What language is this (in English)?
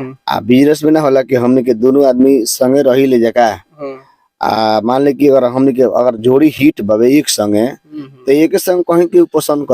Bhojpuri